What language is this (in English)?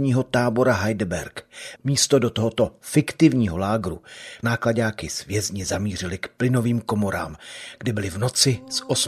Czech